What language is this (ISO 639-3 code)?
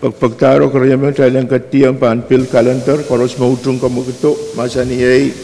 pon